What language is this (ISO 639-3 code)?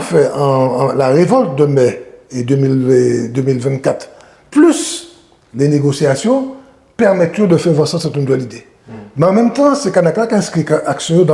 gcf